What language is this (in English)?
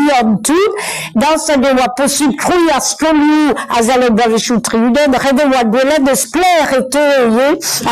Breton